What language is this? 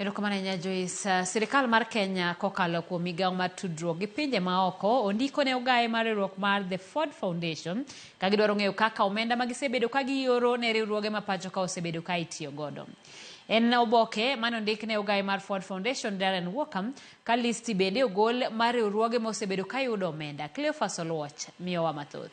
Luo (Kenya and Tanzania)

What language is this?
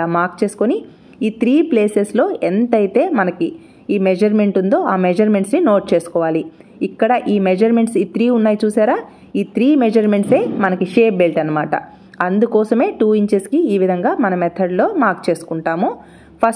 Telugu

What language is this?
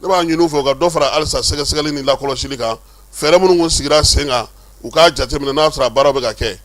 Bambara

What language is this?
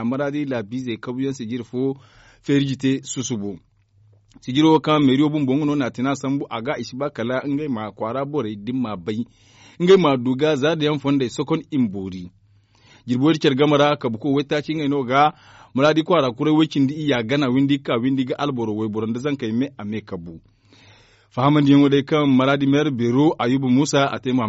Zarma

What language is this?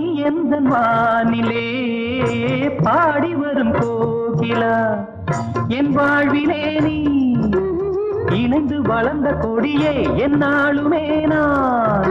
Tamil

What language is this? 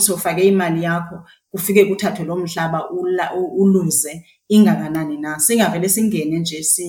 Xhosa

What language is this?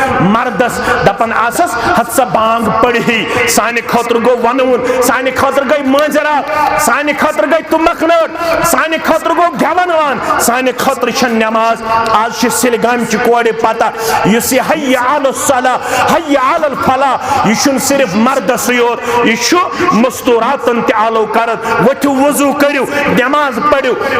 Kashmiri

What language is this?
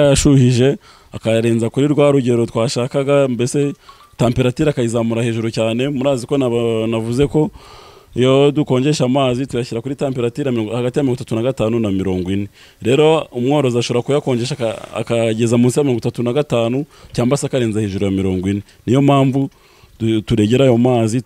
Kinyarwanda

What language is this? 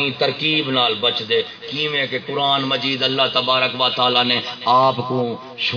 Saraiki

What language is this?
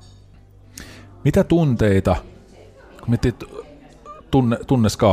Finnish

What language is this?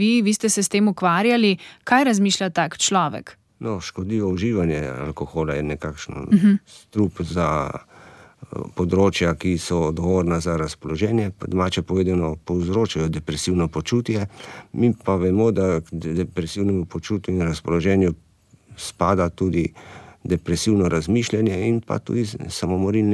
Slovenian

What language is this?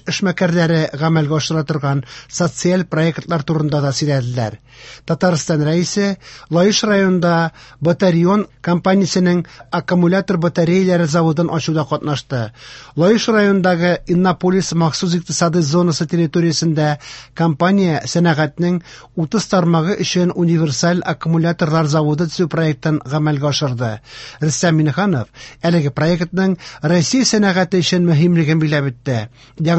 Tatar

